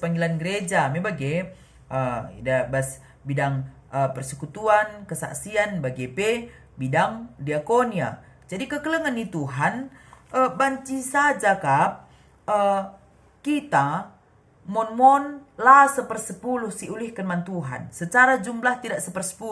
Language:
Batak Karo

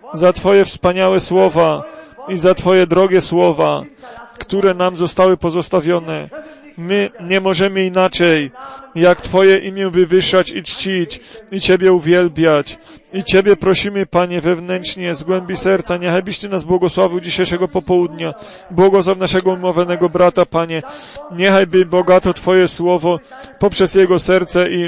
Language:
Polish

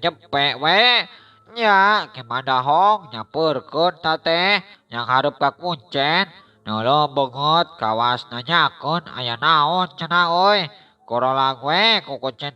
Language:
Sundanese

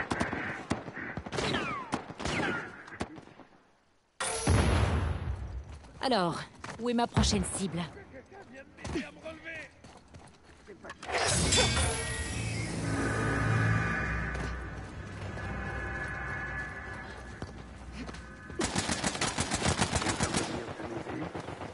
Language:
French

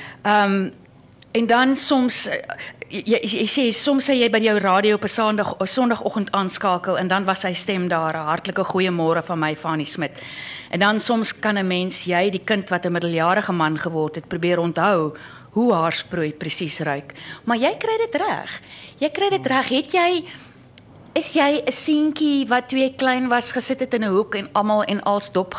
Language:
Afrikaans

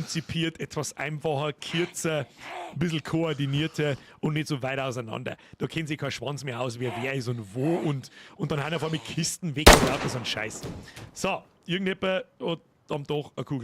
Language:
Bavarian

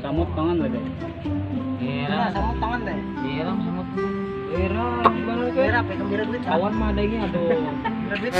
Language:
Banjar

